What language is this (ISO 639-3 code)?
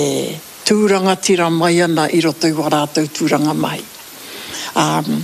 mri